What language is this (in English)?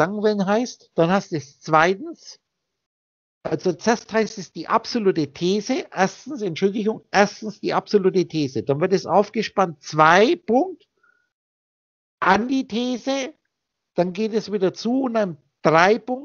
German